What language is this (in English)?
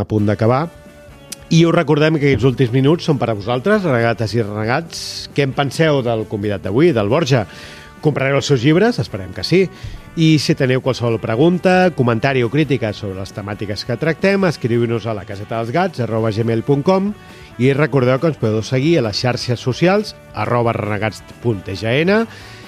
Catalan